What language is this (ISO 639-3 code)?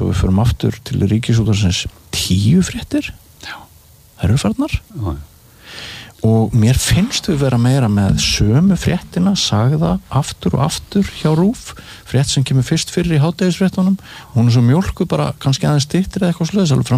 isl